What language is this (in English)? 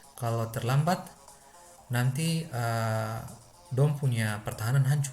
Ambonese Malay